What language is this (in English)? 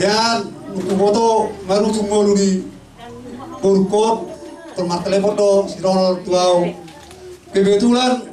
Batak Toba